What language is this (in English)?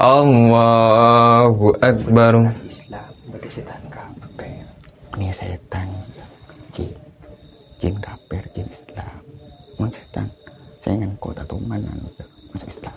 Madurese